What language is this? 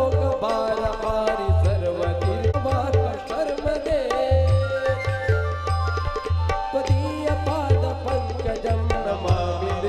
Marathi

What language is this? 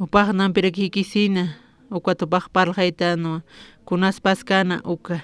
Aymara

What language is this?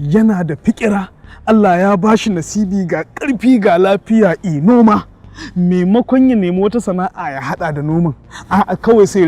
Hausa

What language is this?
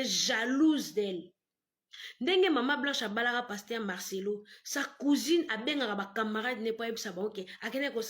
Lingala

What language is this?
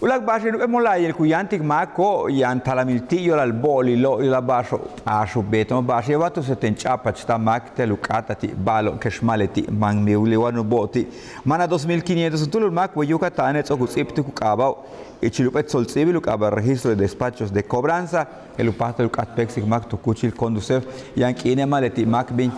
Yucateco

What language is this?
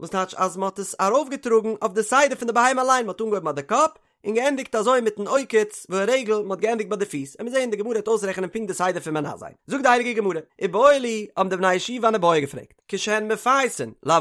Yiddish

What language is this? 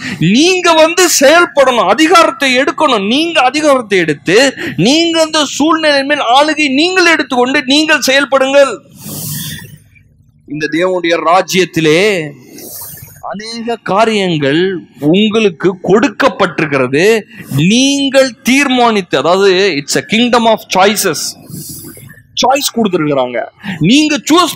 Tamil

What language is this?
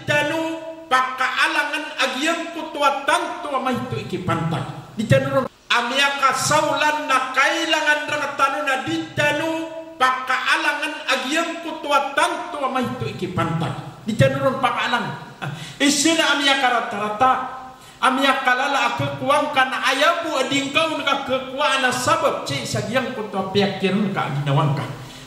Maranao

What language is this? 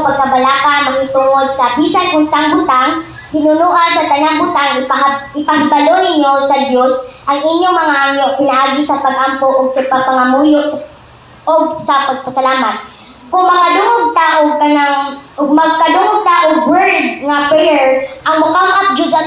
Cebuano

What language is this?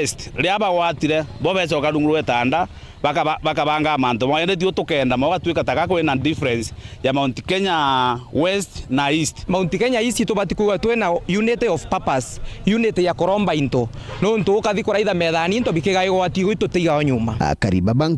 Meru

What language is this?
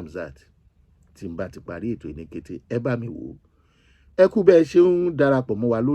Yoruba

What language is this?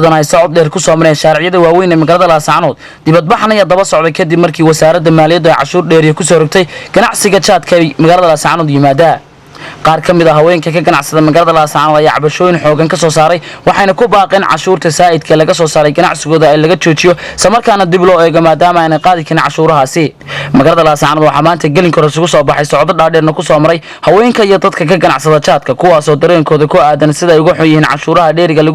Somali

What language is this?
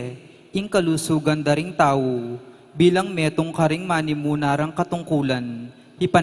Pampanga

